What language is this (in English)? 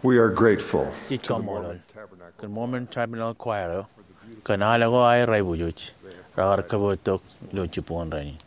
Marshallese